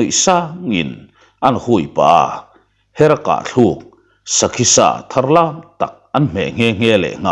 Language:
Mizo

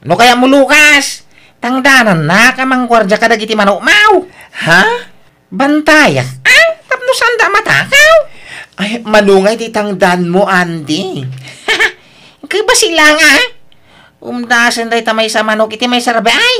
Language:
Iloko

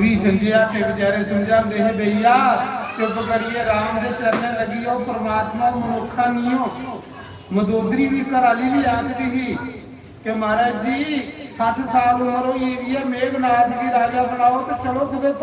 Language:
Dogri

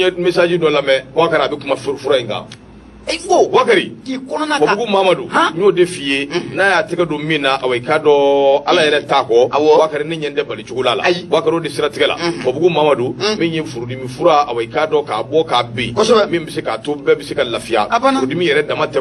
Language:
Bambara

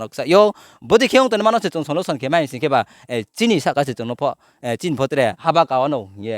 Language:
Riang (India)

